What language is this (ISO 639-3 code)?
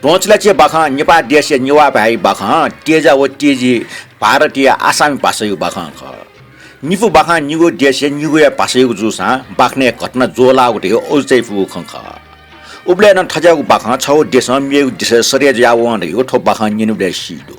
new